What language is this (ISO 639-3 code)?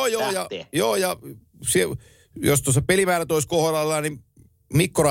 fin